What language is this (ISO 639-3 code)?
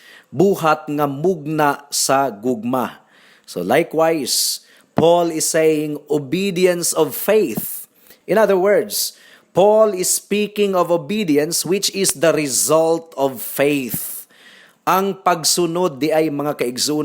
ceb